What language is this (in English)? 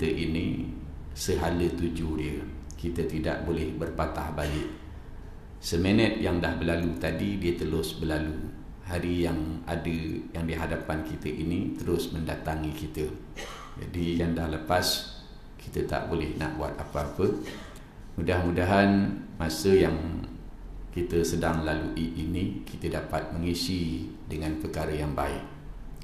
Malay